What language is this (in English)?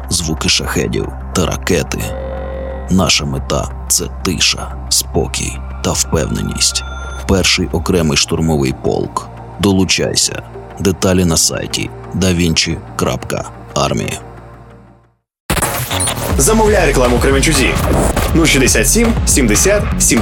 Ukrainian